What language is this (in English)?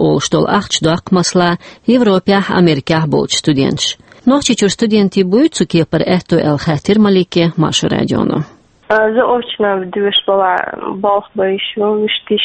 Chechen